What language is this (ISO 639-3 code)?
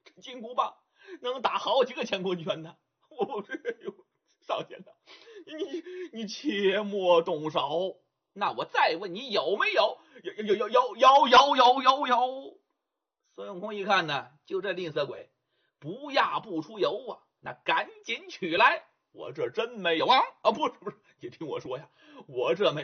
zho